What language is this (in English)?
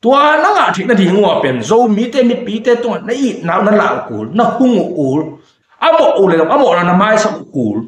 Tedim Chin